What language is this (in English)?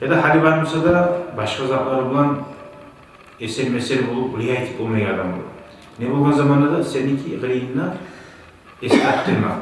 Kumyk